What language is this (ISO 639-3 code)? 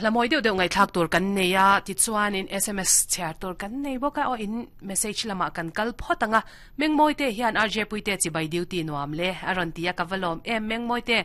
lus